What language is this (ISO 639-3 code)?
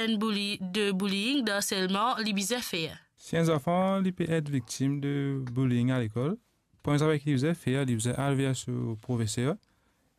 mfe